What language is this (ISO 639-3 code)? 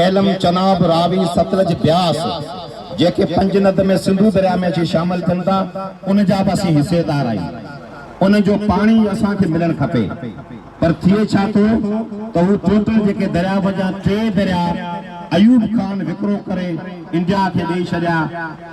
snd